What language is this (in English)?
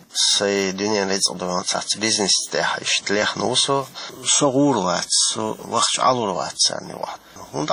Chechen